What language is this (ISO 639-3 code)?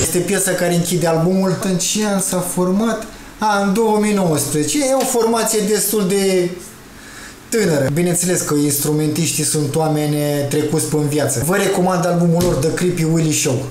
ron